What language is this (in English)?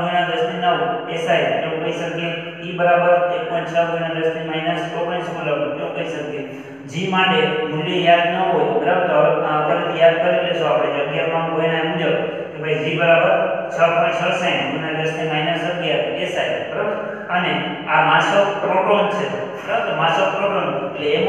Gujarati